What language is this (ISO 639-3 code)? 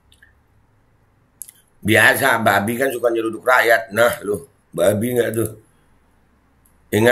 ind